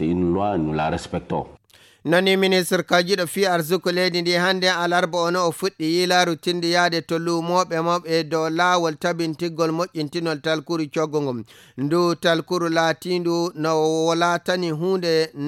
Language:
Fula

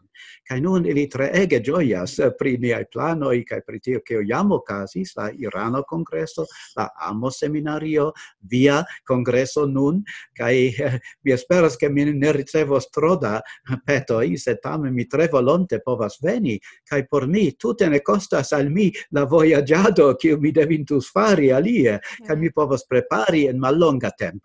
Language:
Esperanto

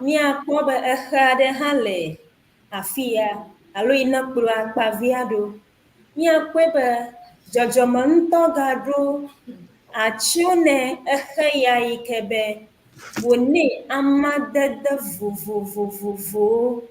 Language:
Ewe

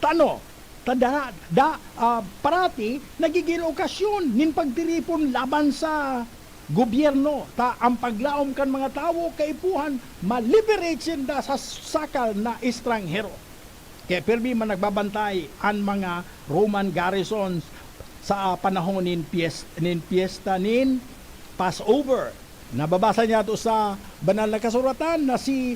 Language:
Bikol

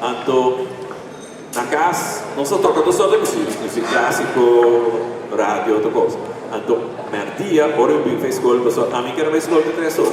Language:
Papiamento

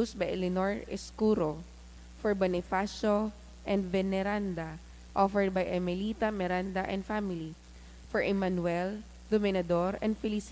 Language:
Bikol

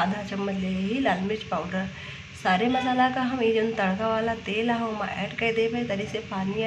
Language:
Awadhi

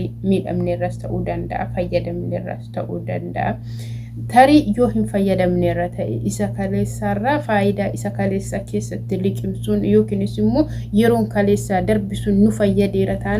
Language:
Oromo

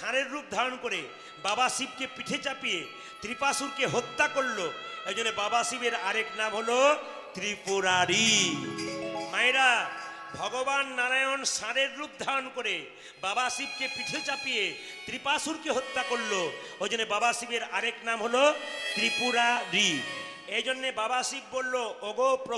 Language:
Bangla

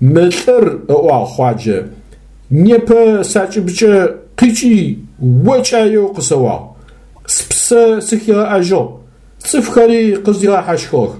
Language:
Adyghe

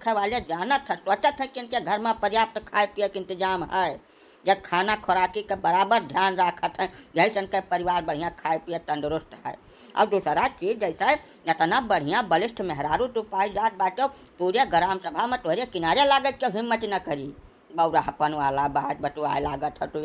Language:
Awadhi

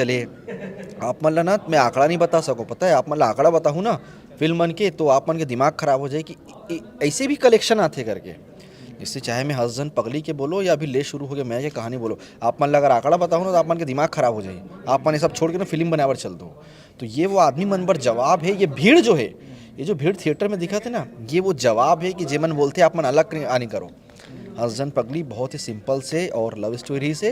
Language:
Chhattisgarhi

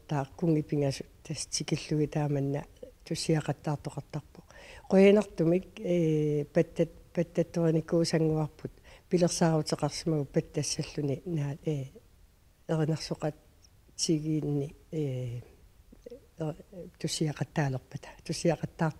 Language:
Kalaallisut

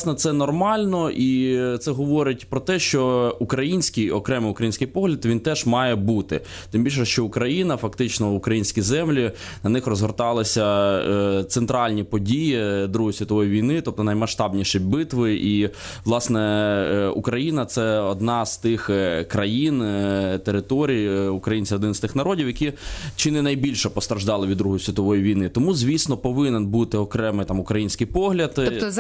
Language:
Ukrainian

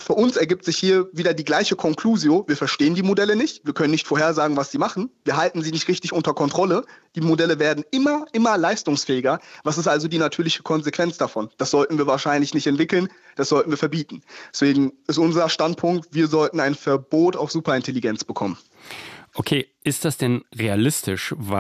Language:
German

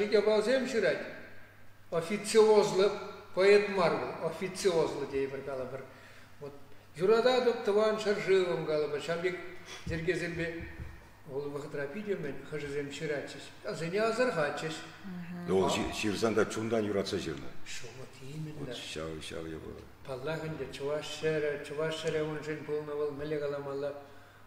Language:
Chuvash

